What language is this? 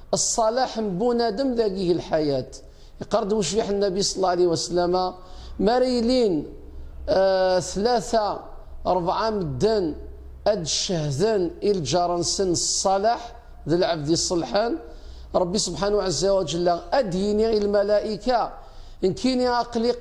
Kabyle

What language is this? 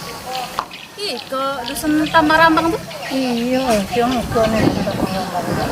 Musi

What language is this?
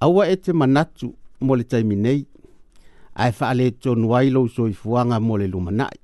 Samoan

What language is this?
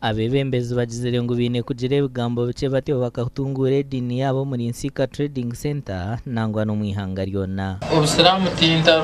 Nyankole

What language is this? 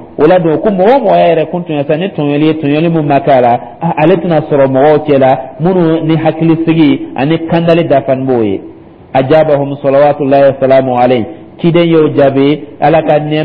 Dyula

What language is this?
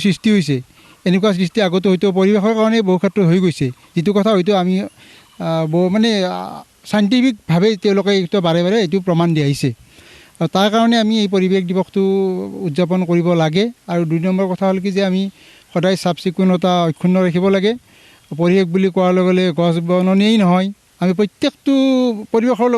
Assamese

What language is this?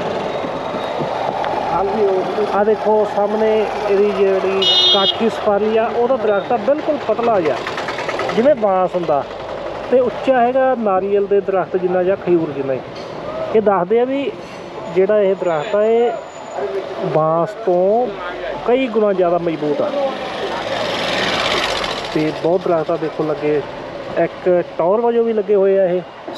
Punjabi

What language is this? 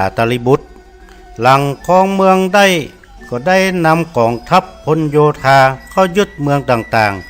Northern Thai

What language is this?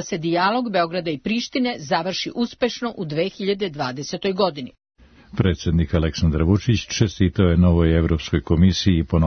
Serbian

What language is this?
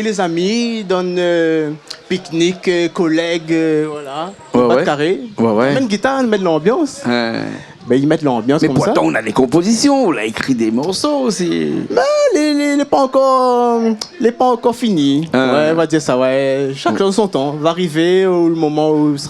Réunion Creole French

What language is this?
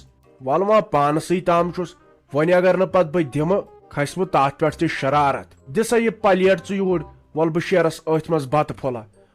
Kashmiri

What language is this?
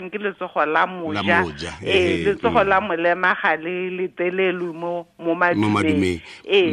Tswana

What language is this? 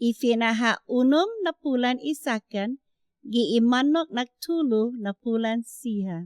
Chamorro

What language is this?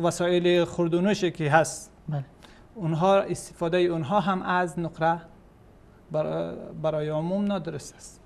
Persian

